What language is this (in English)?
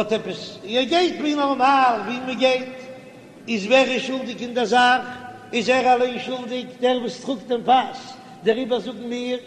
Yiddish